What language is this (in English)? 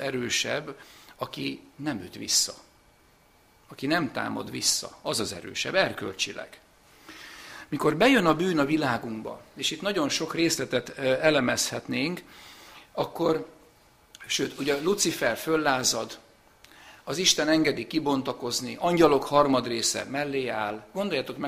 Hungarian